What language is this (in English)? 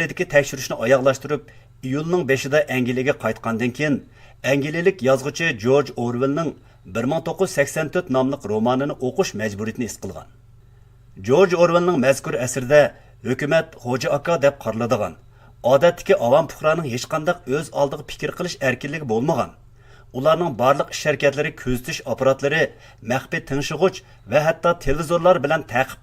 Uyghur